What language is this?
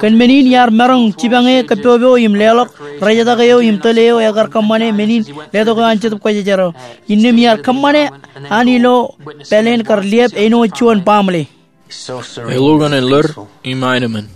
Marshallese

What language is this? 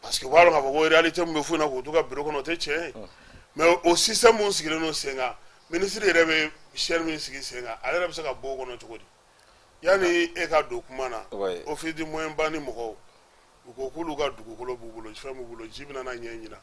Bambara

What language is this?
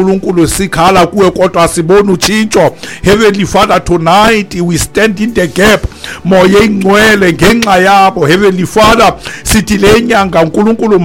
Xhosa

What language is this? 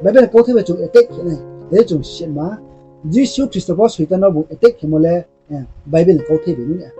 Riang (India)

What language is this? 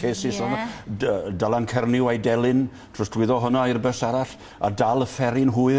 Welsh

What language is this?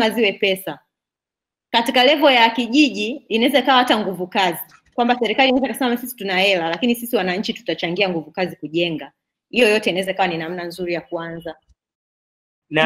Swahili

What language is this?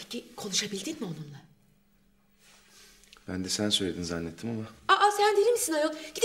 Turkish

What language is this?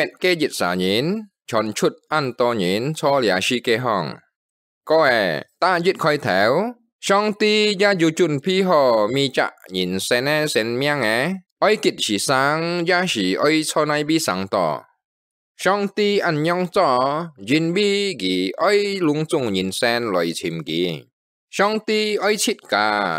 Hakka Chinese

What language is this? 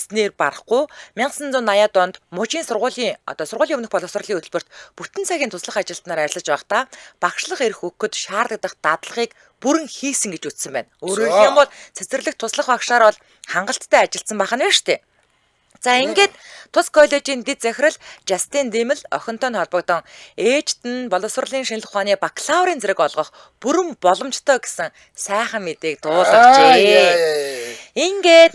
Mongolian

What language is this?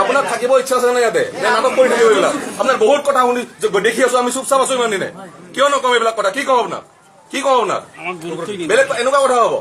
Assamese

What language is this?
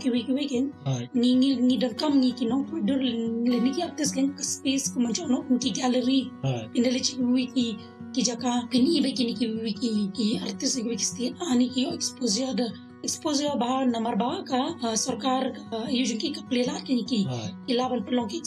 Khasi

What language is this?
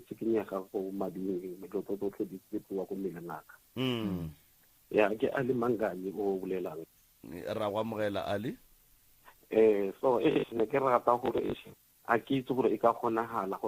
Northern Sotho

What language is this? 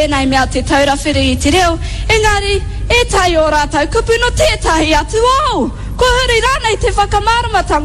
Māori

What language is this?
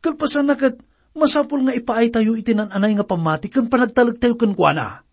Iloko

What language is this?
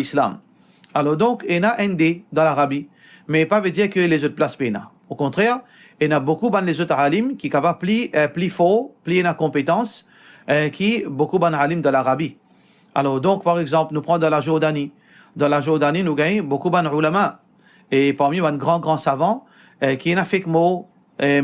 Morisyen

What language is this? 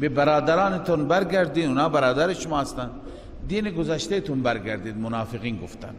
Persian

